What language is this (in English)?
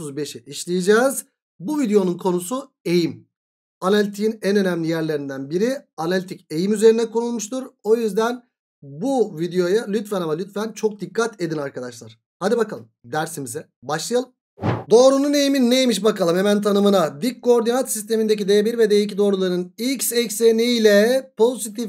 Turkish